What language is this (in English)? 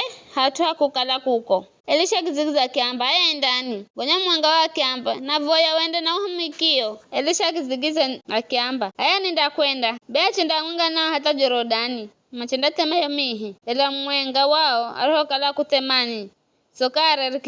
Giryama